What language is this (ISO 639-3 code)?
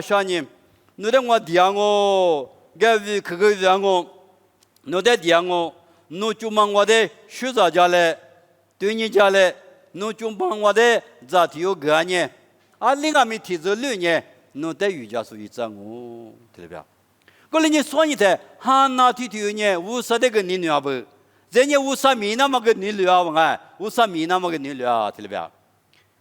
lis